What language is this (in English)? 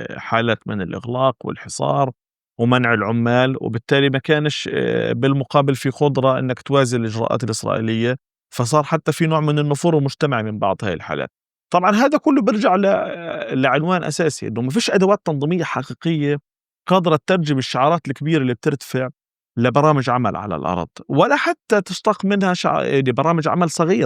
North Levantine Arabic